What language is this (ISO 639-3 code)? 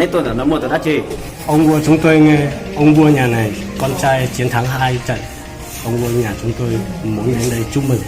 hmn